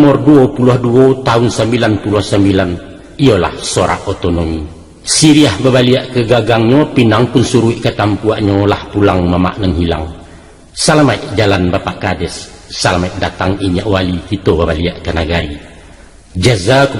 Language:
Minangkabau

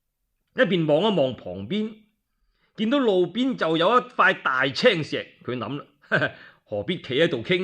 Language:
Cantonese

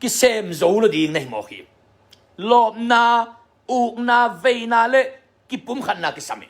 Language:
Tedim Chin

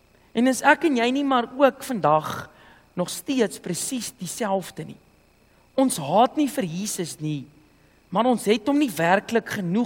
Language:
Afrikaans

